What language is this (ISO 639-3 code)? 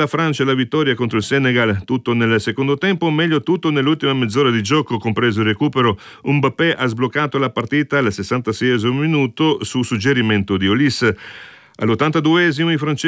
ita